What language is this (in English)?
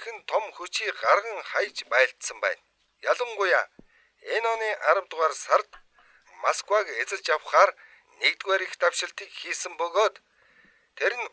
Mongolian